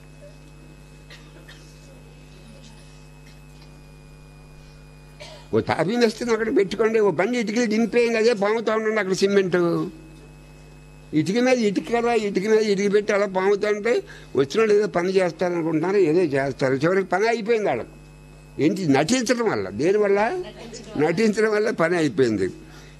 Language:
Telugu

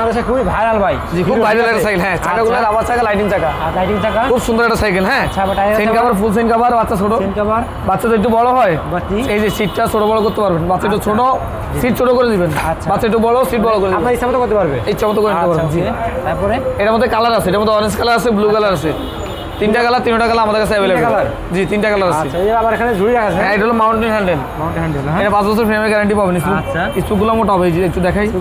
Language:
Bangla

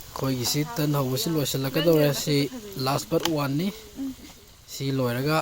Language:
Manipuri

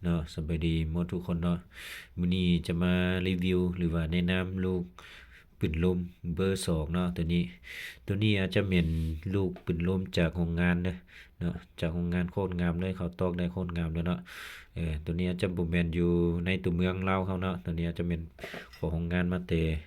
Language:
Lao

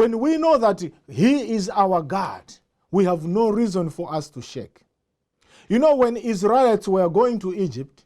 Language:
English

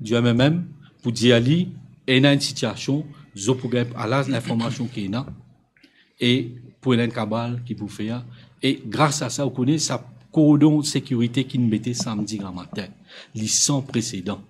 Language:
Morisyen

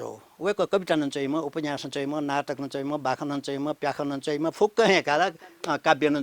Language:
Newari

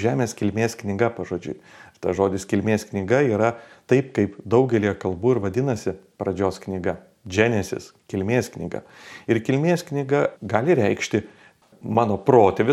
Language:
Lithuanian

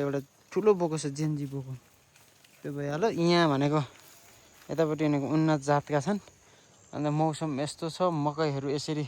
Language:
Nepali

